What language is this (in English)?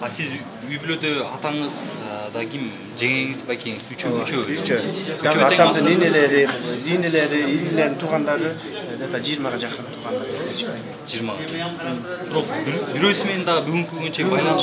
Kyrgyz